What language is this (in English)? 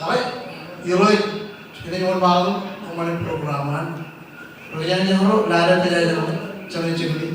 Marshallese